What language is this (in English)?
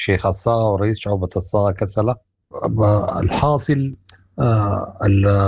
Sudanese Arabic